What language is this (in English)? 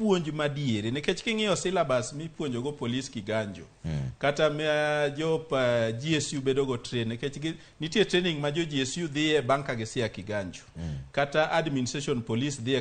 Luo (Kenya and Tanzania)